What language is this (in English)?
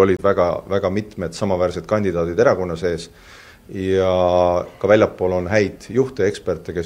Estonian